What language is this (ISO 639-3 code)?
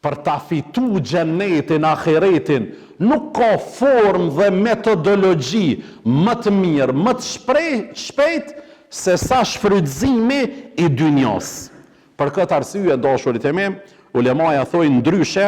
sqi